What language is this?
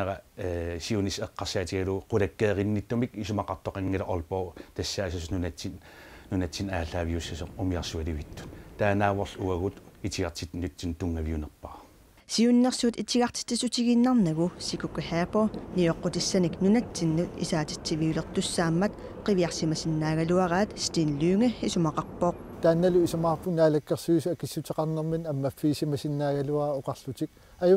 Kalaallisut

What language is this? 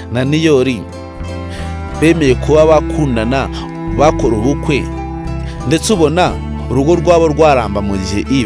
Kinyarwanda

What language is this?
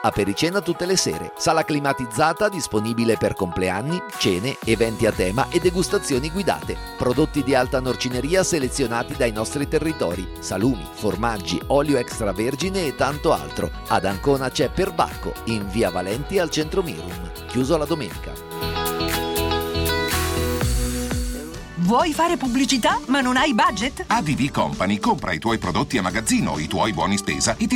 Italian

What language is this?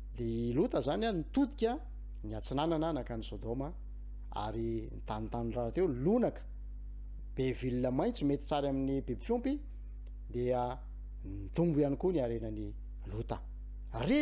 Malagasy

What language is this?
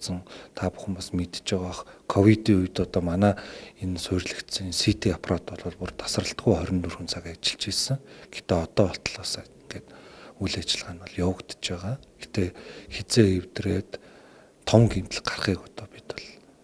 Mongolian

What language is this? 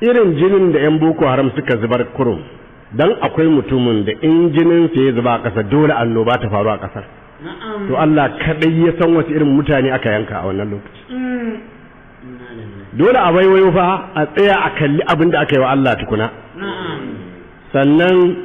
Hausa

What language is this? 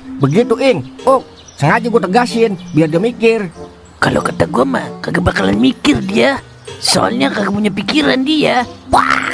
Betawi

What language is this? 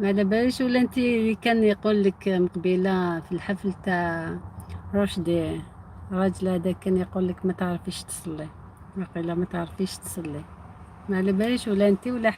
Algerian Arabic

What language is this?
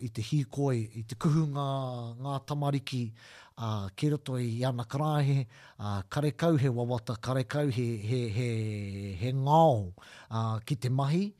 Māori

